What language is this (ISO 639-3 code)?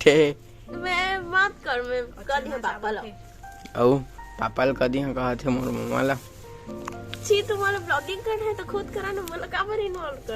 hne